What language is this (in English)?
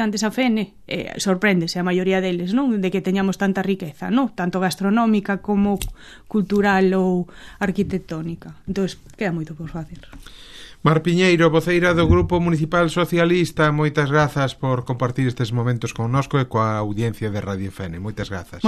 Galician